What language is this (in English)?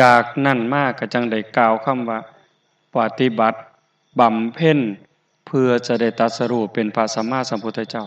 Northeastern Thai